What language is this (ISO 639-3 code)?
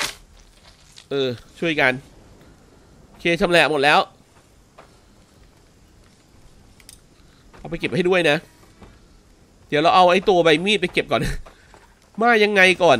tha